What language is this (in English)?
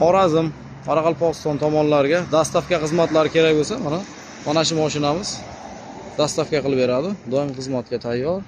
Uzbek